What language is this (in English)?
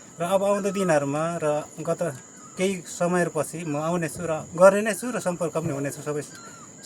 Nepali